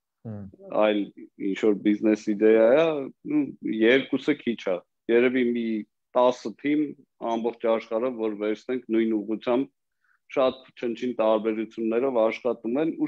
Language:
Armenian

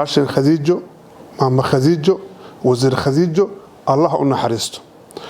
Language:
Somali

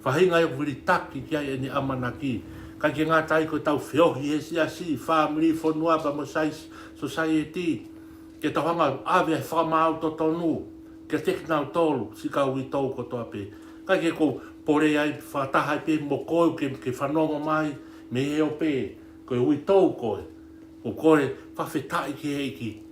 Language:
Tongan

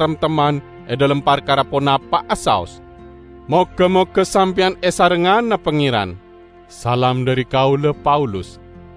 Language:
Madurese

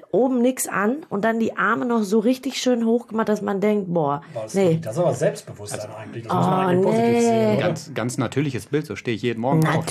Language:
German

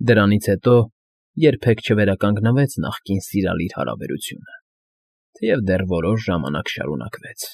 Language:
Armenian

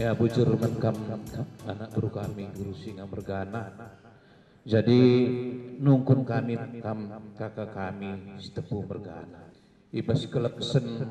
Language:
Batak Karo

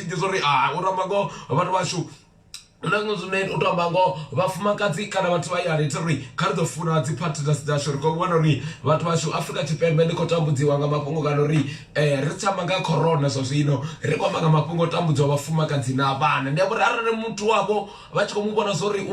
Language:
Venda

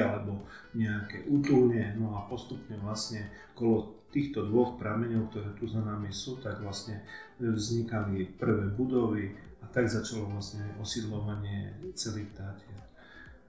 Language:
Slovak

